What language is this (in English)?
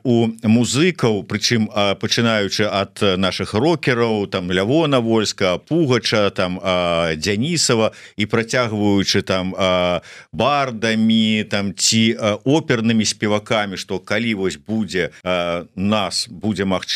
Belarusian